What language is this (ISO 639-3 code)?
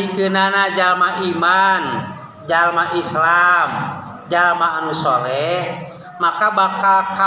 sun